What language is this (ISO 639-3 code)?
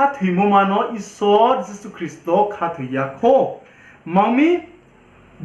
ria